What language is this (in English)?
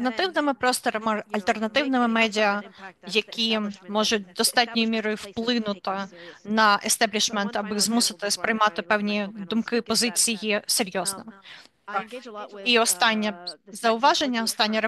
Ukrainian